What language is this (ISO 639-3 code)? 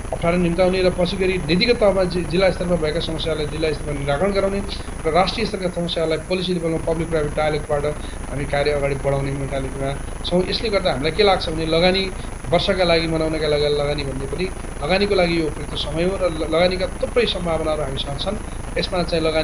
nep